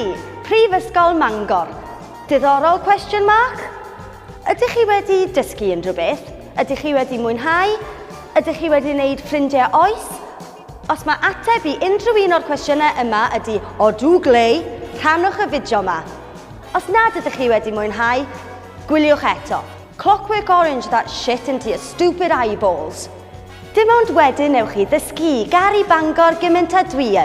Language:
Welsh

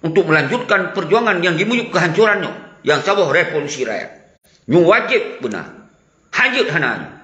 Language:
Achinese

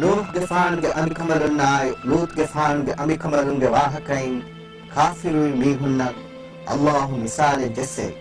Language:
Divehi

